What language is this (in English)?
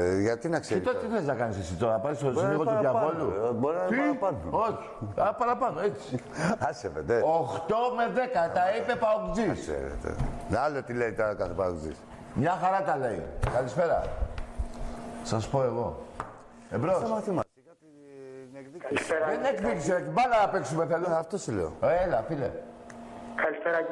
Greek